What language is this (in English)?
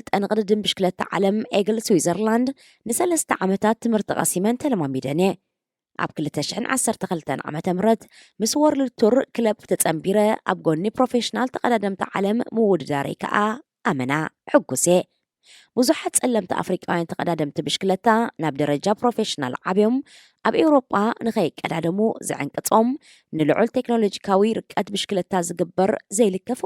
Tigrinya